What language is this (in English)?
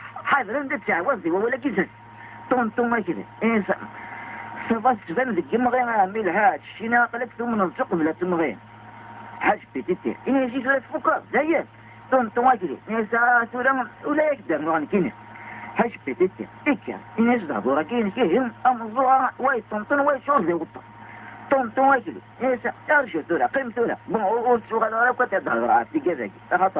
Kabyle